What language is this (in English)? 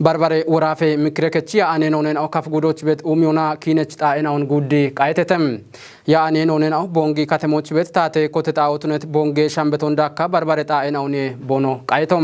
Kafa